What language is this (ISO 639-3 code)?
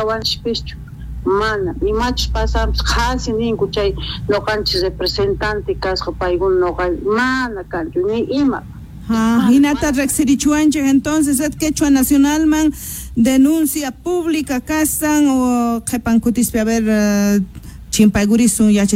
quh